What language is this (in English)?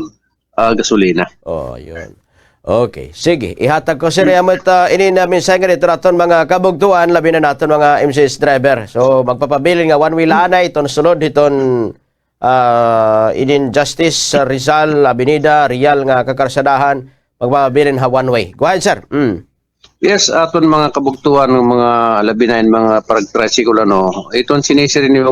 Waray